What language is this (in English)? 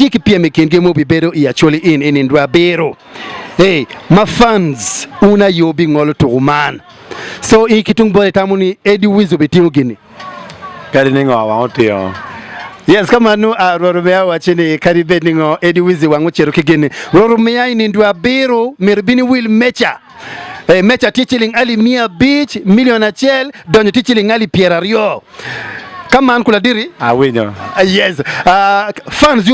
Acoli